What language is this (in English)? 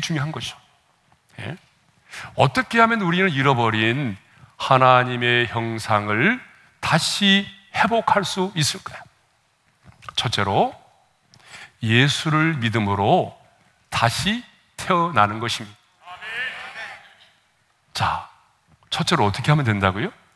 Korean